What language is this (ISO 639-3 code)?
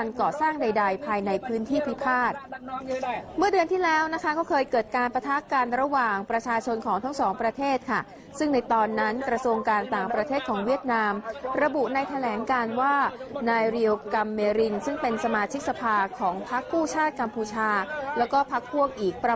lao